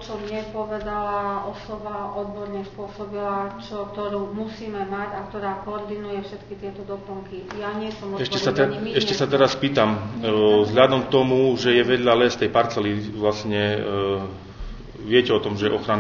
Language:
Slovak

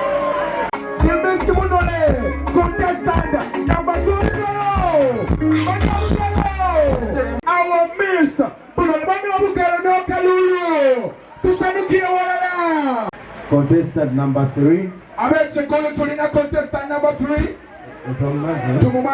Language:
Soga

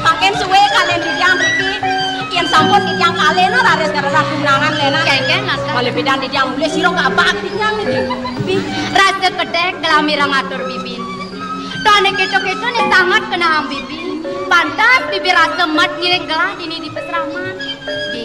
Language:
Balinese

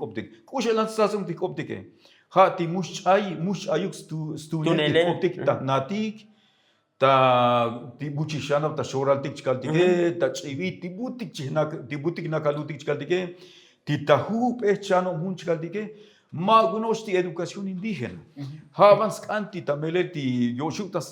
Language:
Tzotzil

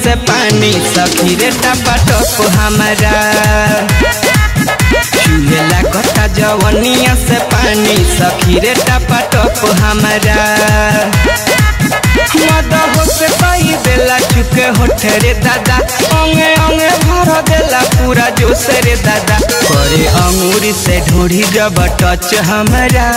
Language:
Bhojpuri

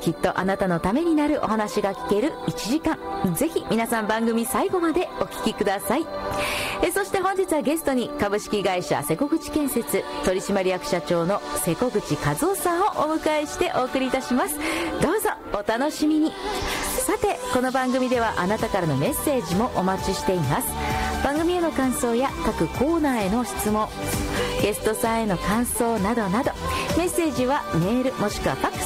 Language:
Japanese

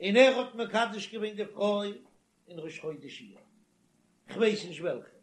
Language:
Yiddish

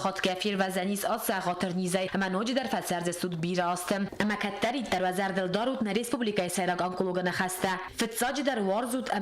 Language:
Ossetic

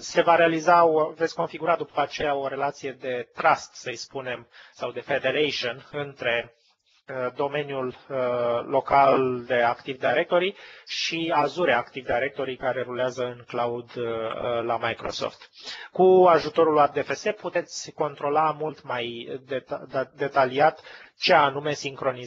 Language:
Romanian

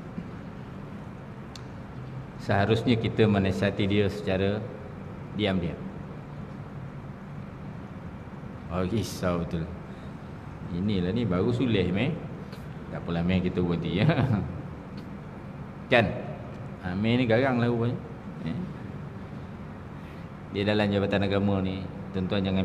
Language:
Malay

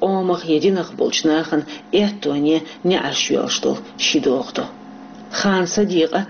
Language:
Chechen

